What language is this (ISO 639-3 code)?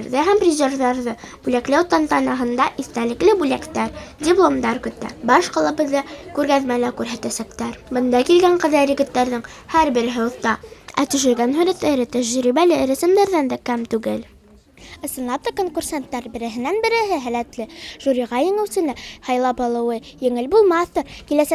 bak